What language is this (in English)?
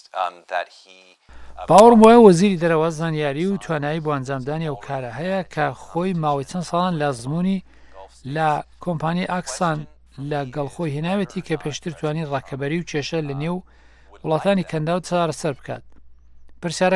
Central Kurdish